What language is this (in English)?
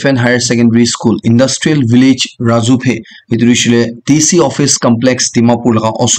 Naga Pidgin